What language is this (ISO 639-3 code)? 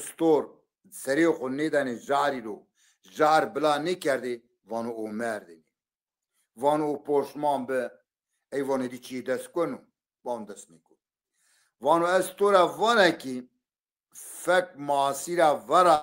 zza